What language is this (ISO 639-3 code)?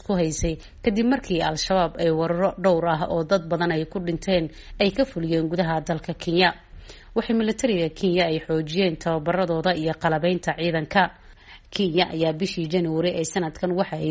som